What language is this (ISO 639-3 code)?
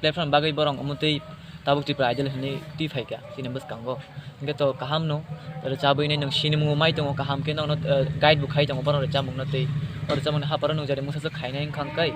trp